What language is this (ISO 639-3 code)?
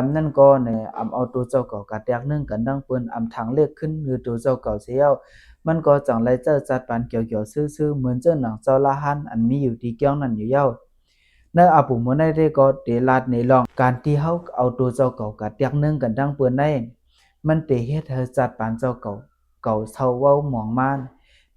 shn